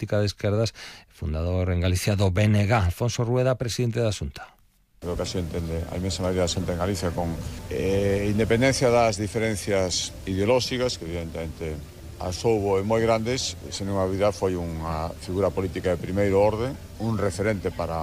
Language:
Galician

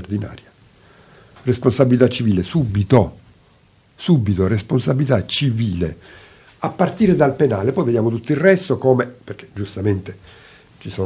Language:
Italian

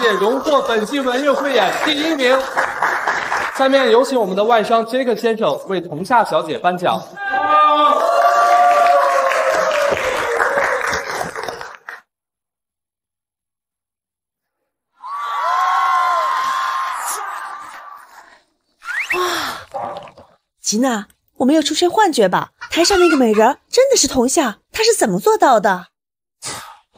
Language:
Chinese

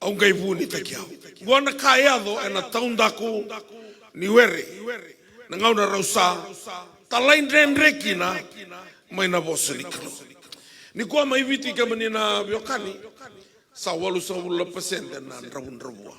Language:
Fijian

